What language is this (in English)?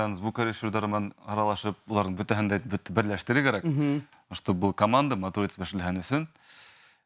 Bashkir